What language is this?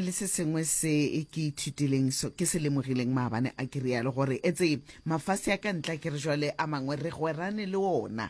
Northern Sotho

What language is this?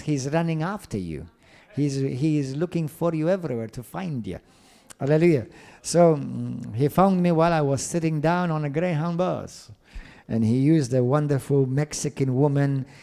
English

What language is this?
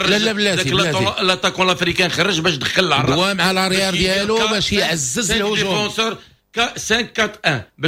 Moroccan Arabic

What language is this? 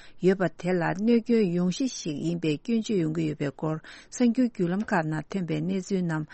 Tibetan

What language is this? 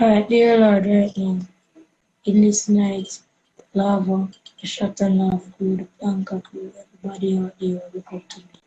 Jamaican Creole English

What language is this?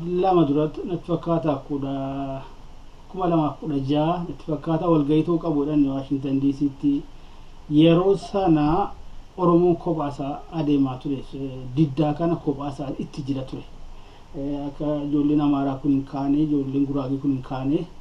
Oromo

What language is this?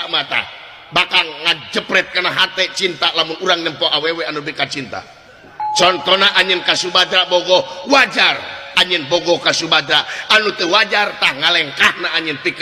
Sundanese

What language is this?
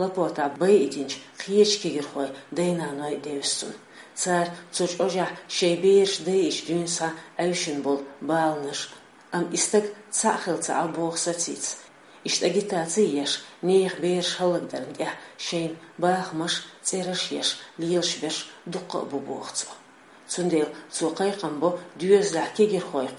Chechen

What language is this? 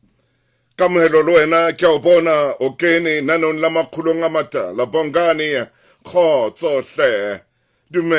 Southern Sotho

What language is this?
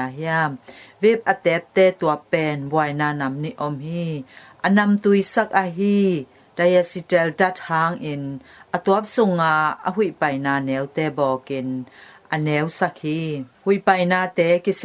Tedim Chin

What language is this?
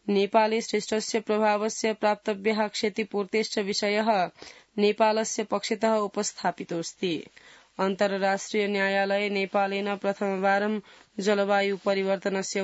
Sanskrit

